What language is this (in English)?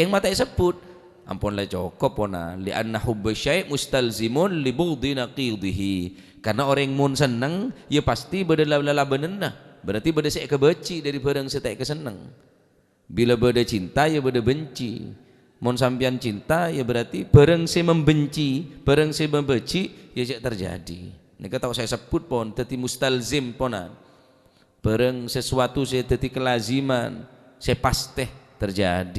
Madurese